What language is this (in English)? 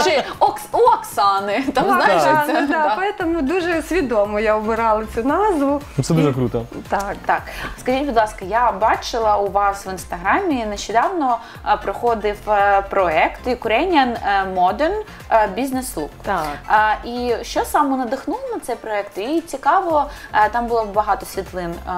Ukrainian